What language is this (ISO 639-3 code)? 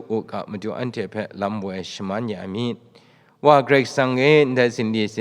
kac